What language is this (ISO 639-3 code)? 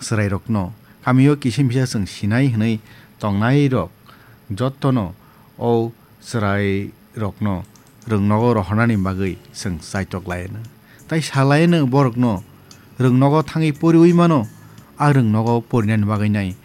trp